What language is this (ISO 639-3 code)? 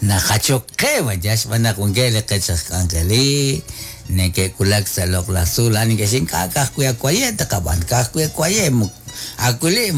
kek